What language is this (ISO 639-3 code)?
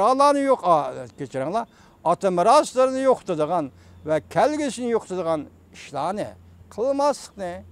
uig